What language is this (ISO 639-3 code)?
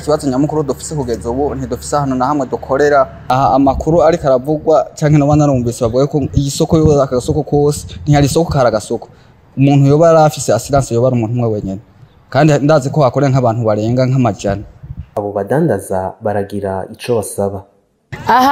run